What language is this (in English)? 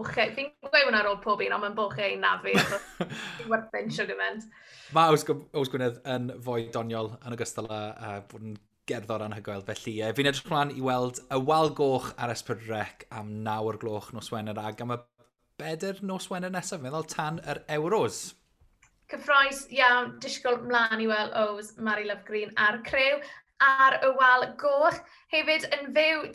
Welsh